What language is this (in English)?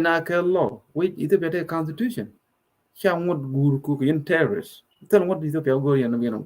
Nuer